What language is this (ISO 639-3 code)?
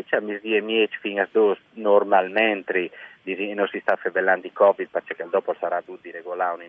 fur